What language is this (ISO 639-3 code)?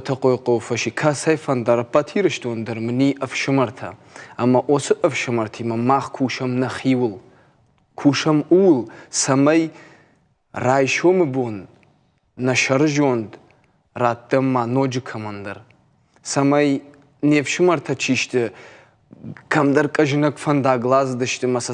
oss